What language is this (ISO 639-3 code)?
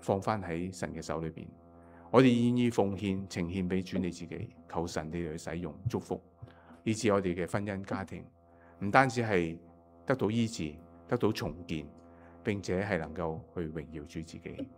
yue